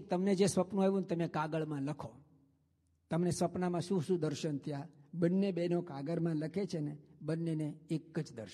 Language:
Gujarati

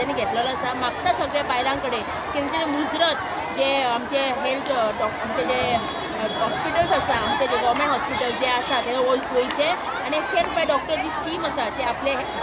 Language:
Konkani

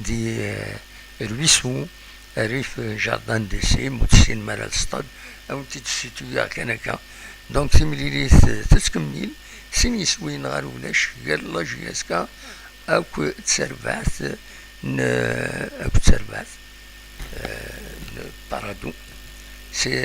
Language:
Kabyle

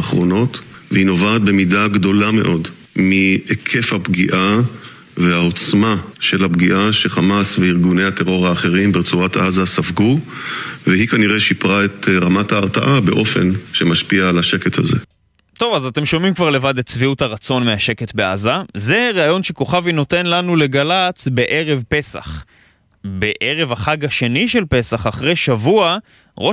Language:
Hebrew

